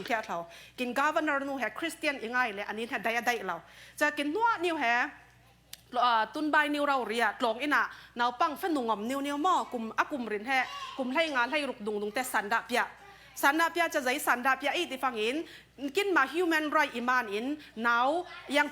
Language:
Falam Chin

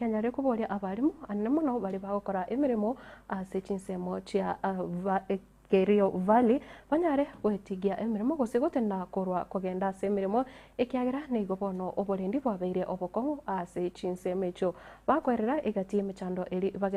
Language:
Gusii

